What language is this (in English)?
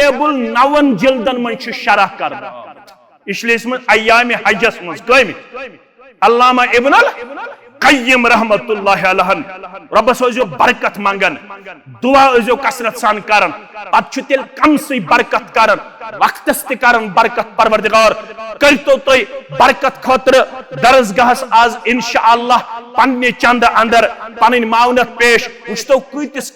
Kashmiri